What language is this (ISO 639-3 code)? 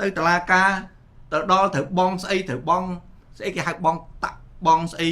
khm